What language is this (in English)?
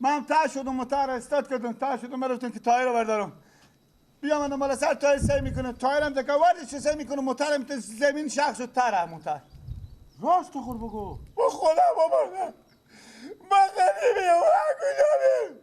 Persian